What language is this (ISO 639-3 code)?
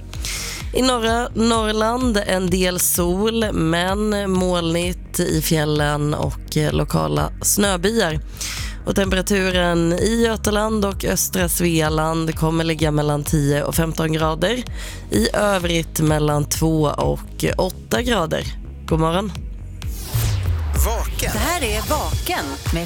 swe